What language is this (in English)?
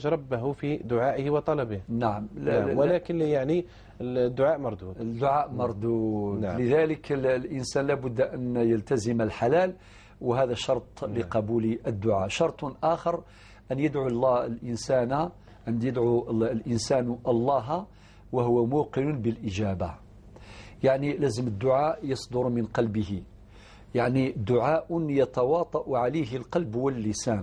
Algerian Arabic